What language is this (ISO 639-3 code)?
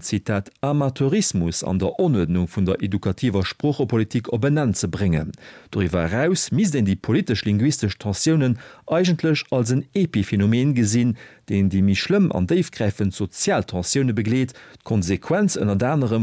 ltz